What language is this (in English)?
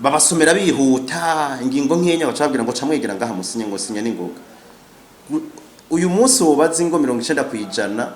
Rundi